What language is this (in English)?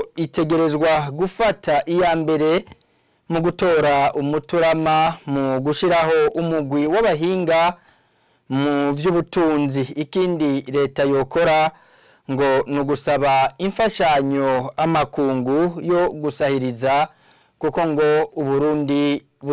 Rundi